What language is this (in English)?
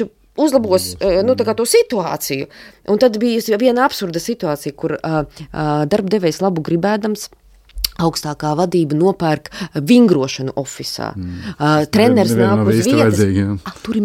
Latvian